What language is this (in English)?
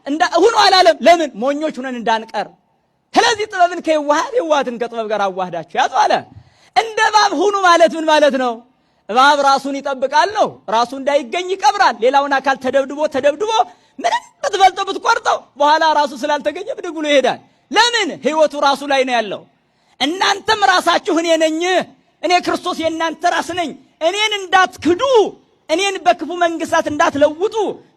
Amharic